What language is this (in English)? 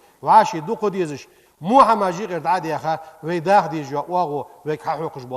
Ingush